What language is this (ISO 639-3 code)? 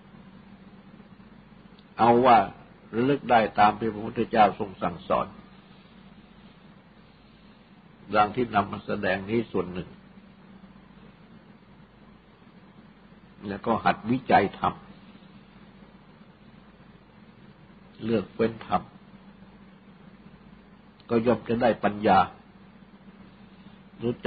tha